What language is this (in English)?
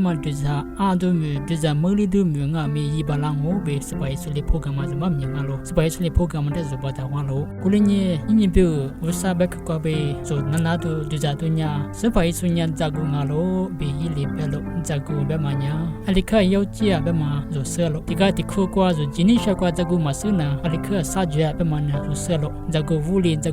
Lisu